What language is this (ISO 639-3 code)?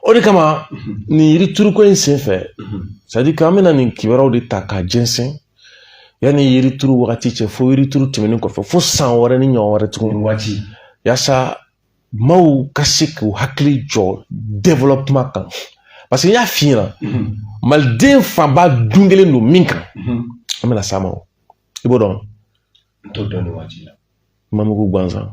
bam